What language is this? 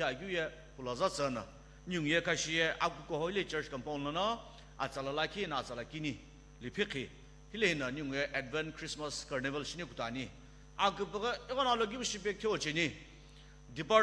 Sumi Naga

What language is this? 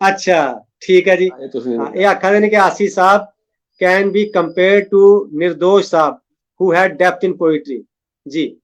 Dogri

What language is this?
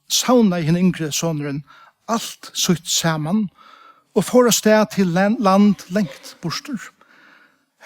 Faroese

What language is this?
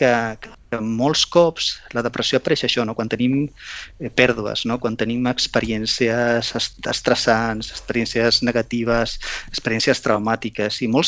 Catalan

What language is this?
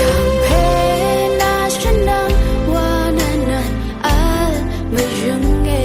Rawang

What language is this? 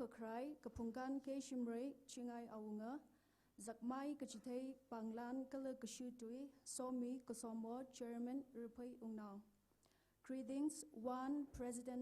Tangkhul Naga (India)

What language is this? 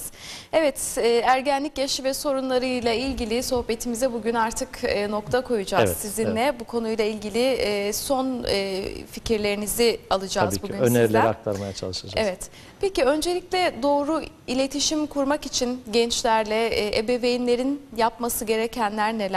Turkish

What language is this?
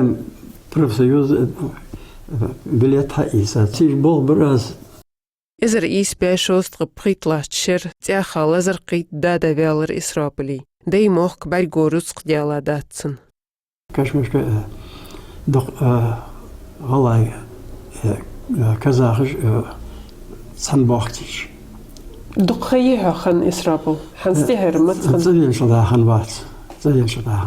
Ingush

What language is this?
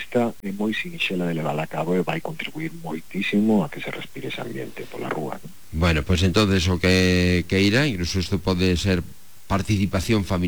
Galician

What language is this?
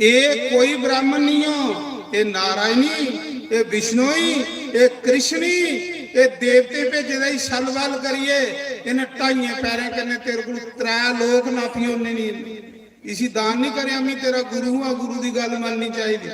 Dogri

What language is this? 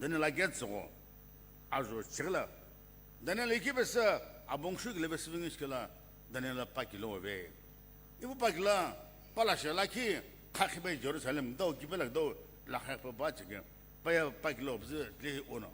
Sumi Naga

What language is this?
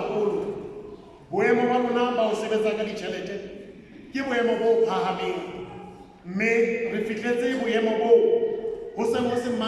Southern Sotho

